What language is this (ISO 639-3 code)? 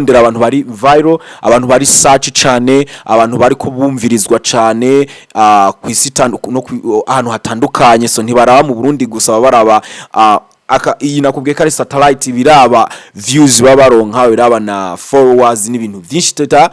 run